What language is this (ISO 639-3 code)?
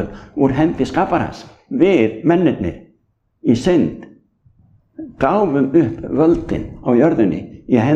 isl